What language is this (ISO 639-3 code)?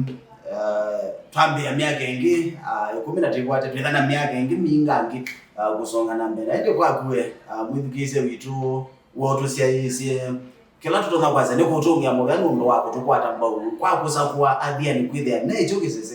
kam